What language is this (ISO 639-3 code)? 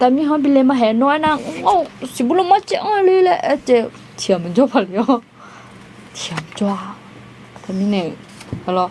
ahk